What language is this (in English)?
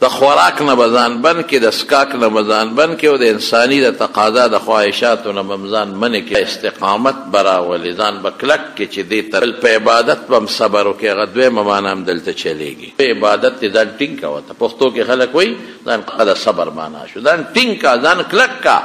Pashto